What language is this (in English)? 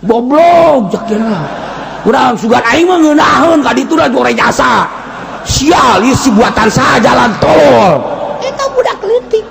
Sundanese